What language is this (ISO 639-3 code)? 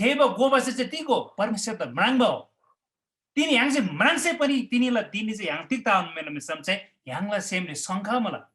taj